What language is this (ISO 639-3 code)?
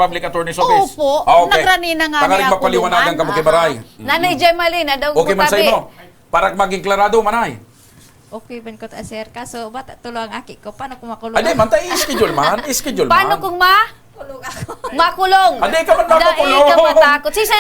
bik